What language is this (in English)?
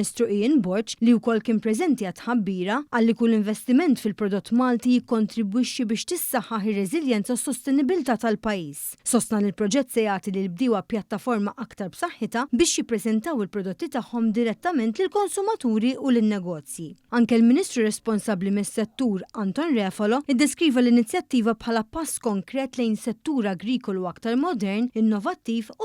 Maltese